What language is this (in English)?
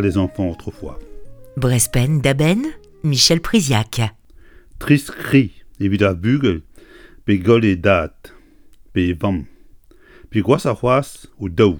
Breton